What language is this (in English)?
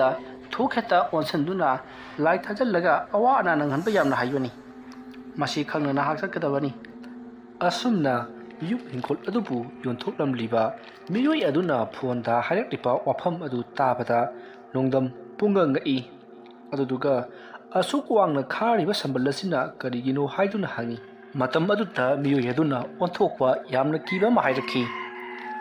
Manipuri